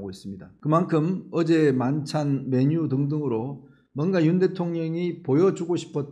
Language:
Korean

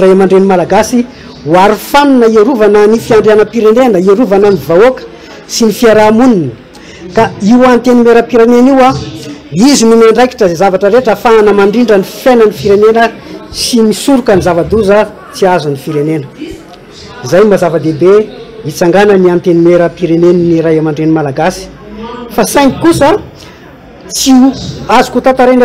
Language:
Malagasy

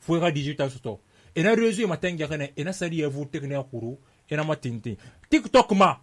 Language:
Susu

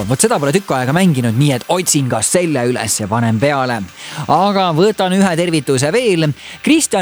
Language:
Estonian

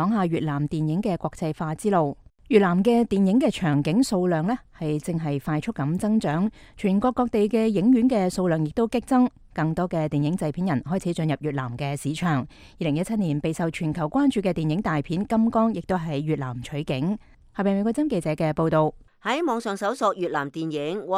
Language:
Cantonese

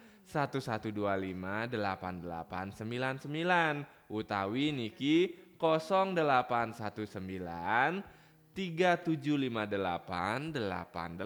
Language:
Balinese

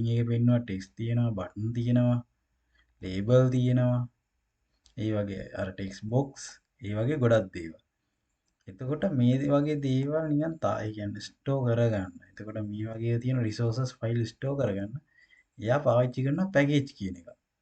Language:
Sinhala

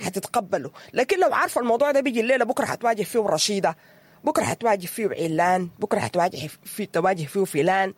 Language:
Sudanese Arabic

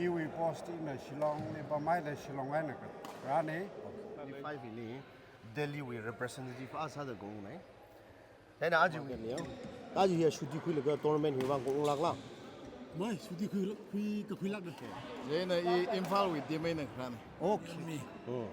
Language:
Tangkhul Naga (India)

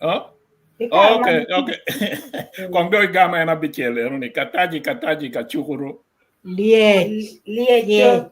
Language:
Acoli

